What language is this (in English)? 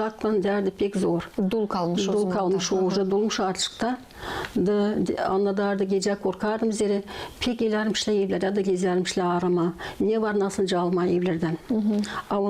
Gagauz